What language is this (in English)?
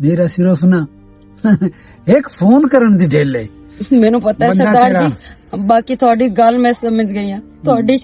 Western Panjabi